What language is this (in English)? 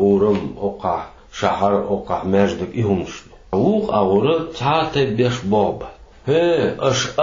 Chechen